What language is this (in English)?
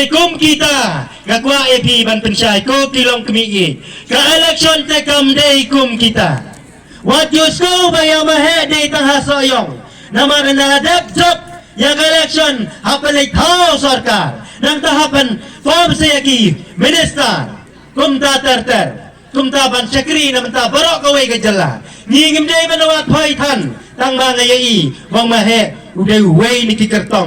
Khasi